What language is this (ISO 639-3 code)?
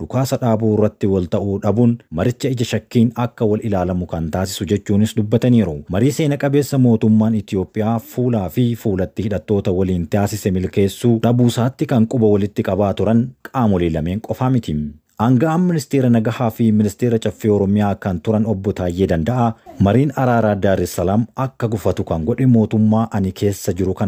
orm